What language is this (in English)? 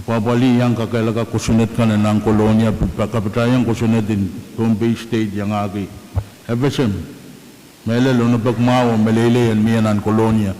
Pohnpeian